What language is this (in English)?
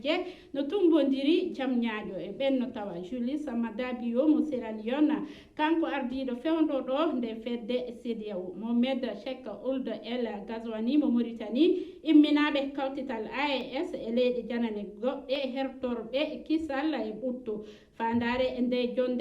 Fula